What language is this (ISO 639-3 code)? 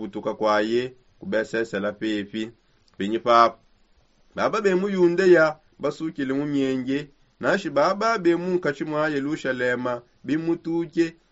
sop